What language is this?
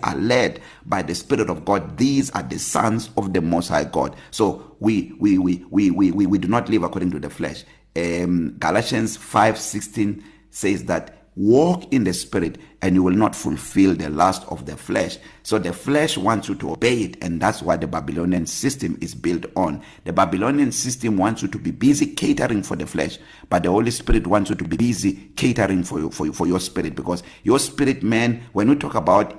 English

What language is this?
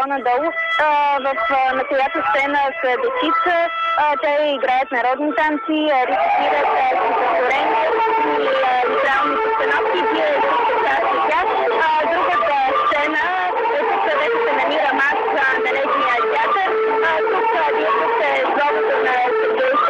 Bulgarian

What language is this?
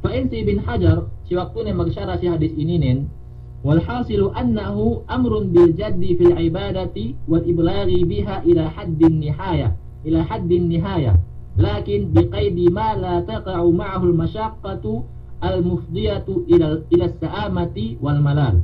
Yakan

